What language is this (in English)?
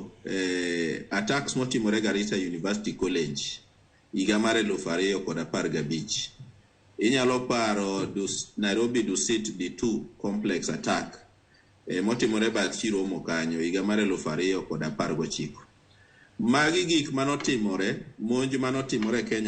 Luo (Kenya and Tanzania)